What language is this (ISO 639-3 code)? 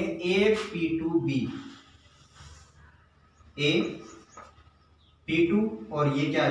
hin